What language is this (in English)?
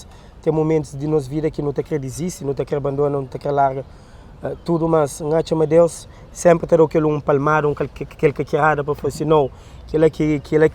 Kabuverdianu